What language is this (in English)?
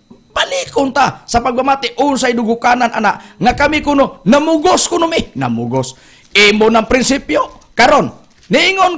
Cebuano